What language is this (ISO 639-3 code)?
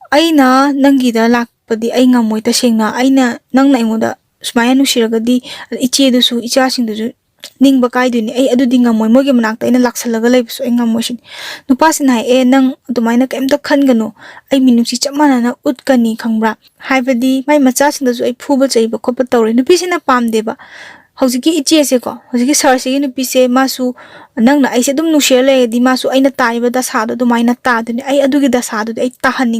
mni